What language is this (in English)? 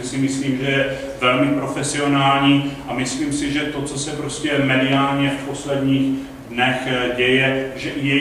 Czech